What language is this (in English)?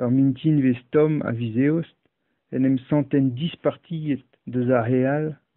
Breton